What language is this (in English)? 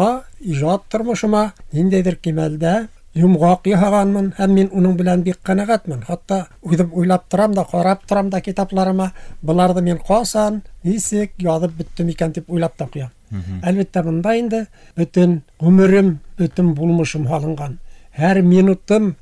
Bashkir